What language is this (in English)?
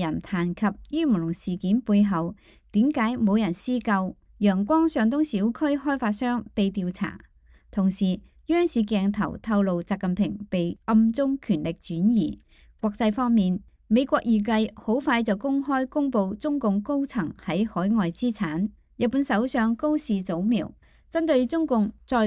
Cantonese